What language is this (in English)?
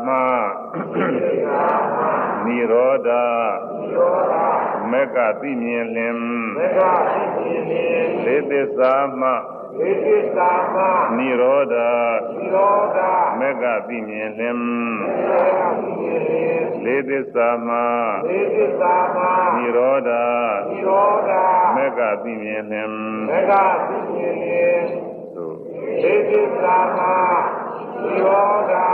Burmese